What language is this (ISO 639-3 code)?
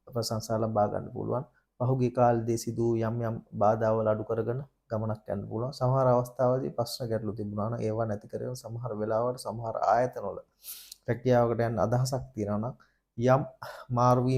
sin